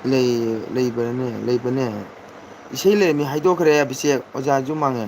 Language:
Manipuri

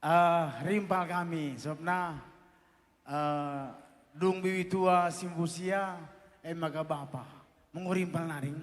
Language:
Batak Karo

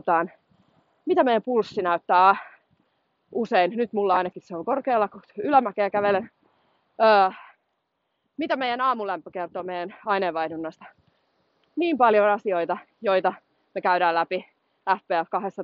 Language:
Finnish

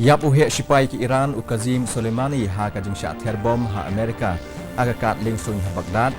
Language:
Khasi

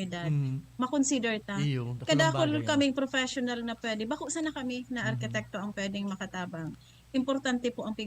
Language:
Bikol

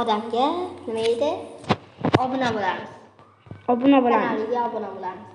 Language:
Uzbek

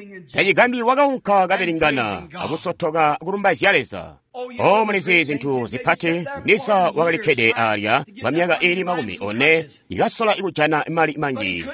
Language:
Tonga (Zambia)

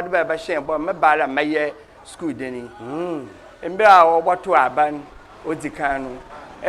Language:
Akan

